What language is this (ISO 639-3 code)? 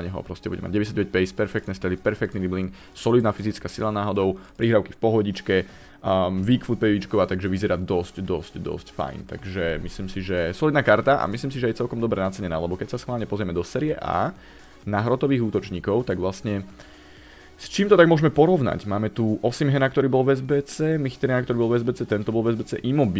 slk